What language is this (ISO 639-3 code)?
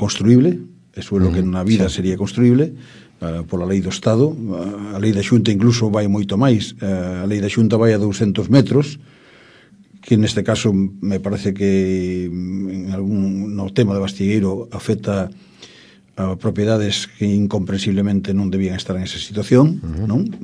glg